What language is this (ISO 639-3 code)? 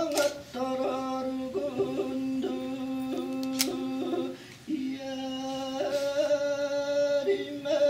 sah